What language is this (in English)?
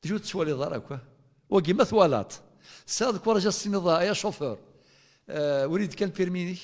Kabyle